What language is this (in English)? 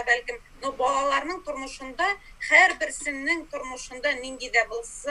Tatar